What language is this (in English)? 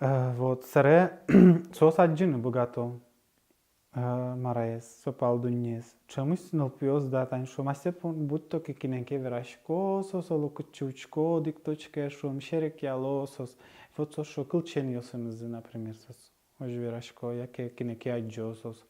Udmurt